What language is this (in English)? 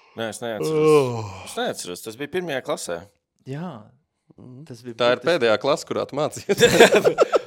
Latvian